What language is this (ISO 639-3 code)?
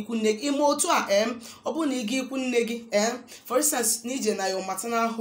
ibo